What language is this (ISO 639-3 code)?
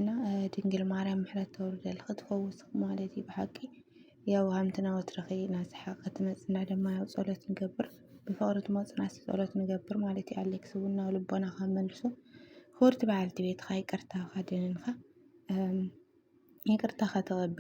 tir